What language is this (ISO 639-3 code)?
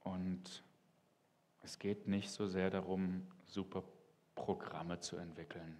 gsw